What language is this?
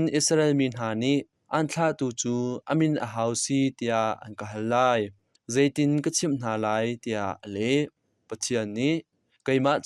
Hakha Chin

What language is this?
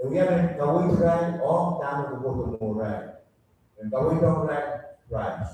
Pohnpeian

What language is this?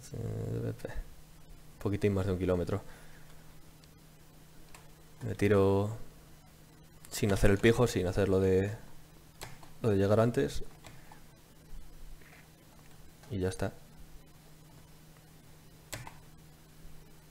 Spanish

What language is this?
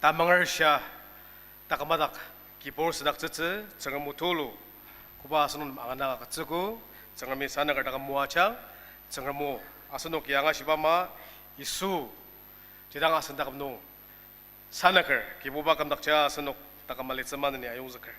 Ao Naga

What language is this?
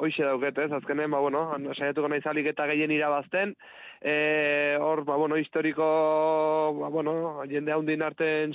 Basque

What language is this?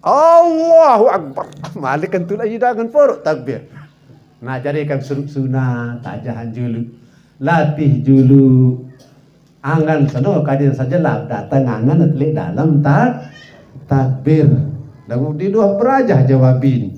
Sasak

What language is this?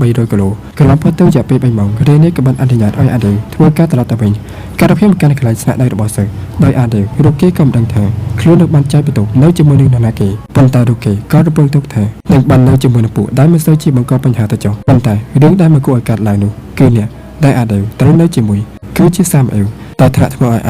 Khmer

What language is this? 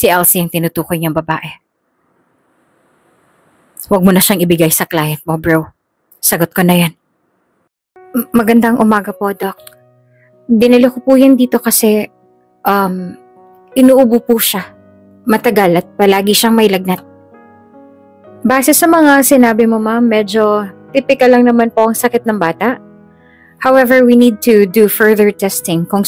Filipino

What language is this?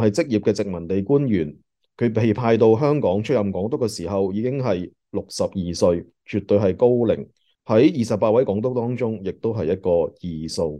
Cantonese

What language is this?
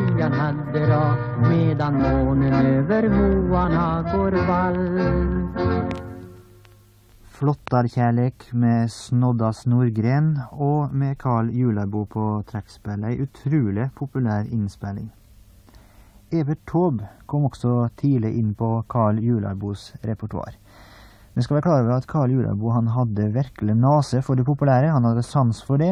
Norwegian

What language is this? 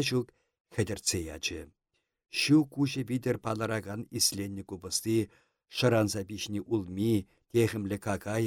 Chuvash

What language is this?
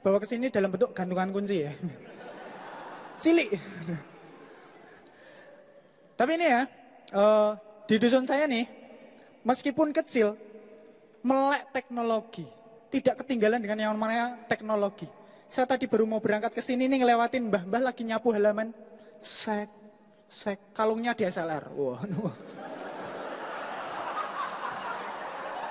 Indonesian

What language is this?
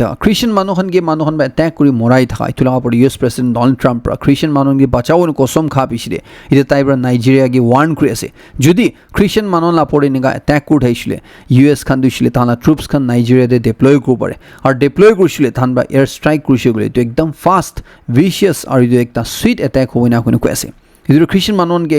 Naga Pidgin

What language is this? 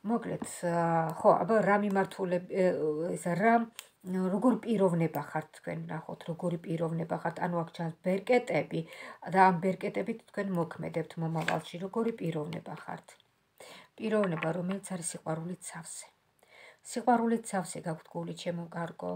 Georgian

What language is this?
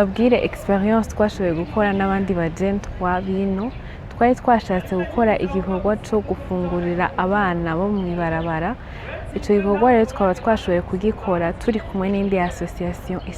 Rundi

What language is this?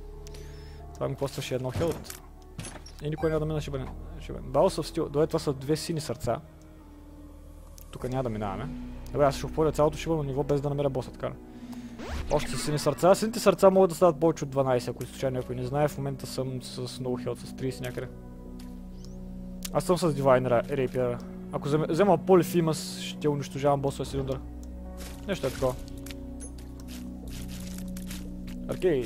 Bulgarian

